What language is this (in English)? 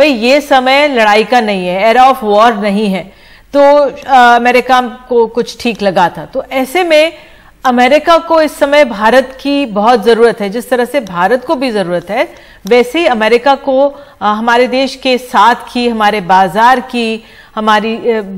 Hindi